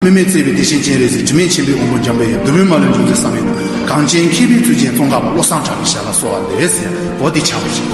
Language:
Tibetan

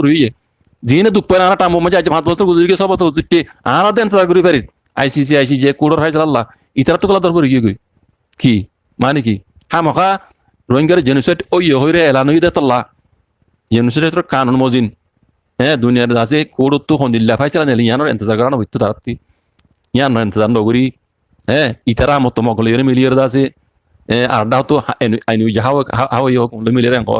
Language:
Rohingya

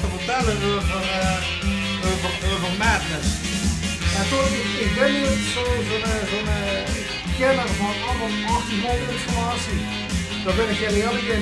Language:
Limburgish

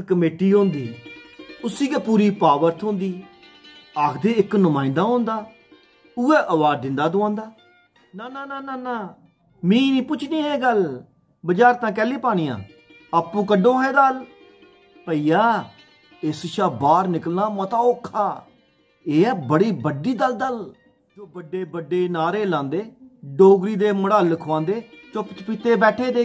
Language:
Dogri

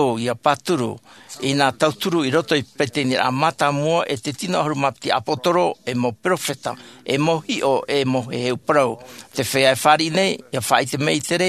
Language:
Tahitian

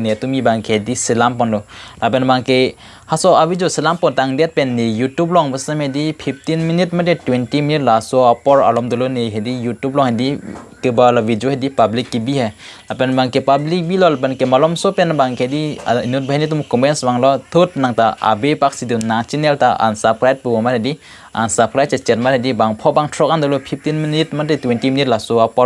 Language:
Karbi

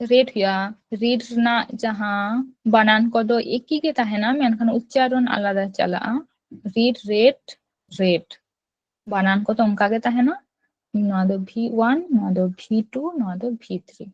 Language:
Santali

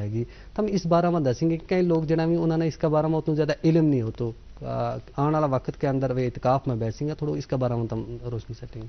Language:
Gujari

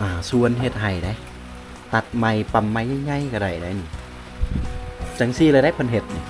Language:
Lao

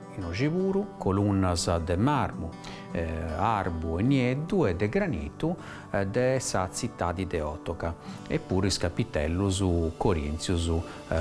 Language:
Sardinian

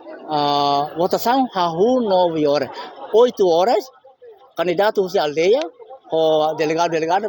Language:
Tetum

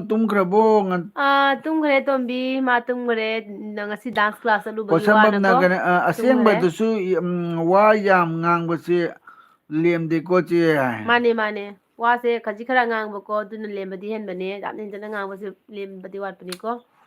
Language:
Manipuri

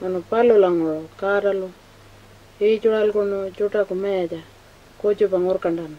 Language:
Pitjantjatjara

